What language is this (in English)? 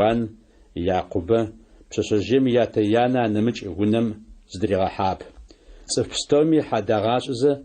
Adyghe